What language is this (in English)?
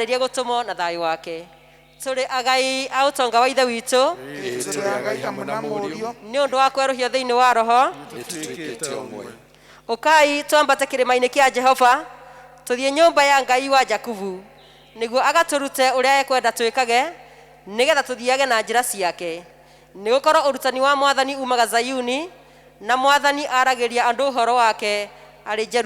Kikuyu